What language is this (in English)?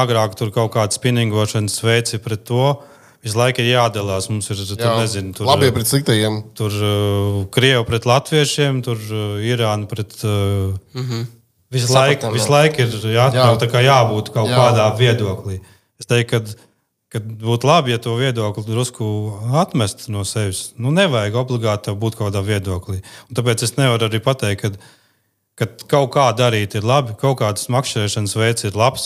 Latvian